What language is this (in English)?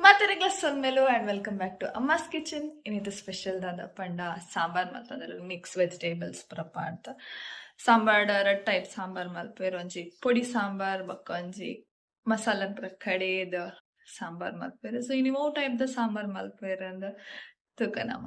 Tulu